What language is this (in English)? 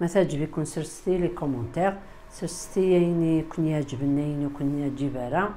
Kabyle